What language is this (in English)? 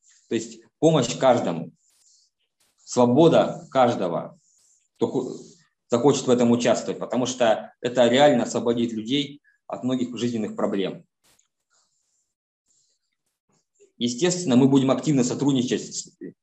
Russian